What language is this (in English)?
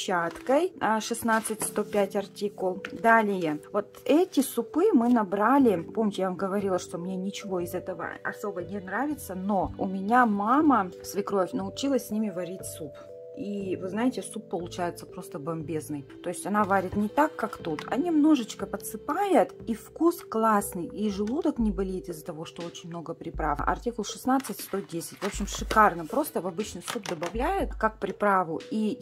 Russian